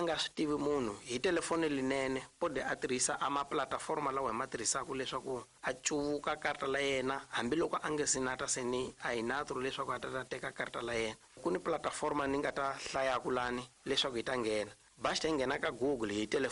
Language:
Tsonga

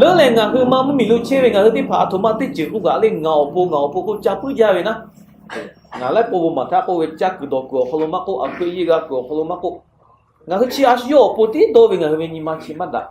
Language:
Lahu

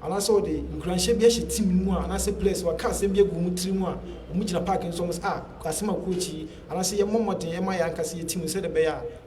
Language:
Akan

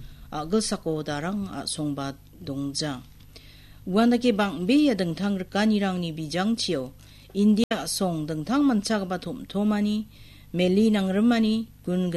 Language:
Garo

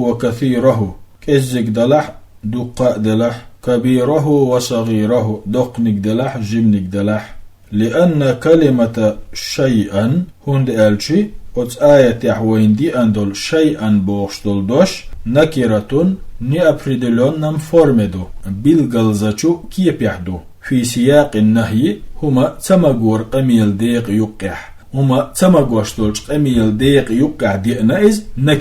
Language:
Chechen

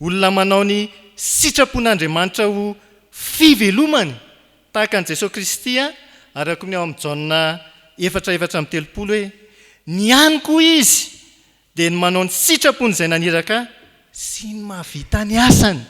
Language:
Malagasy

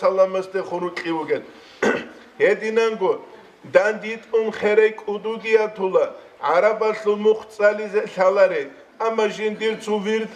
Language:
Avaric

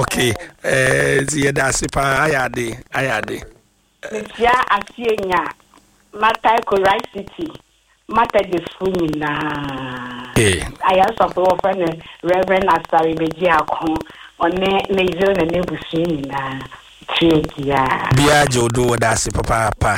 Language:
Akan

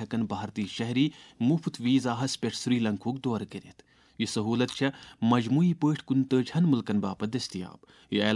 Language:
Kashmiri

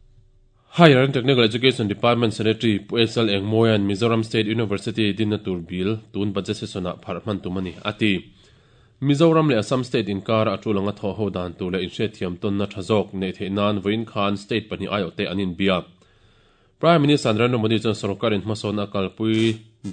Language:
Mizo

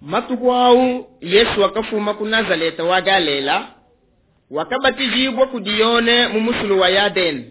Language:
Luba-Lulua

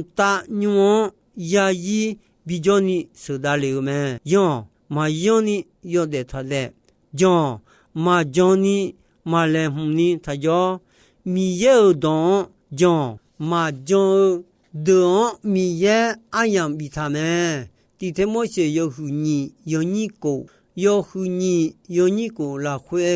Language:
Akha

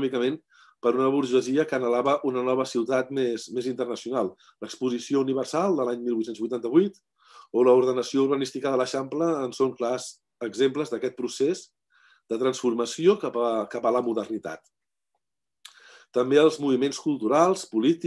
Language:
Catalan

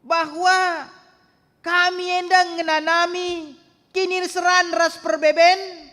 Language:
Batak Karo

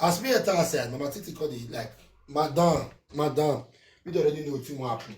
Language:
Nigerian Pidgin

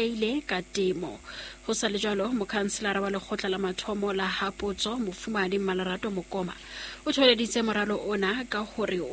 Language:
Southern Sotho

